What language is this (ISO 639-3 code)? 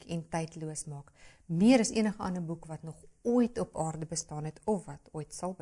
afr